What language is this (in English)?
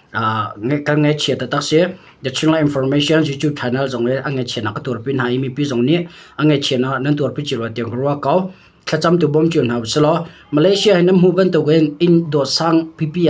Hakha Chin